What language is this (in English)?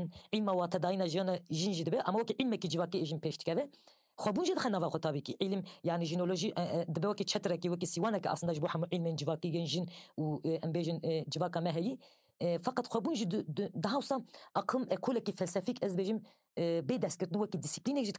Kurdish